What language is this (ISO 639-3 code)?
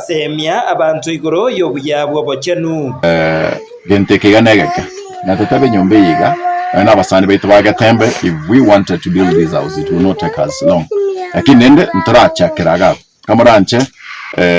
guz